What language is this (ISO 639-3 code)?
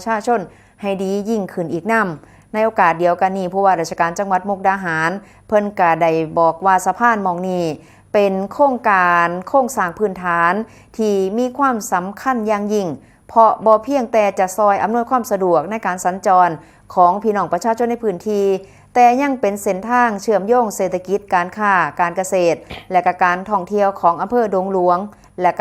tts